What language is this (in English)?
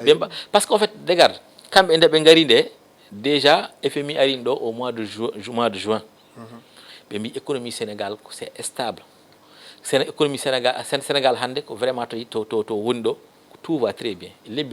Fula